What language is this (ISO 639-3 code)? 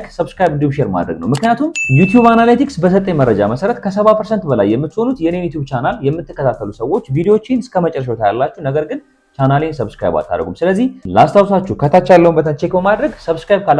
amh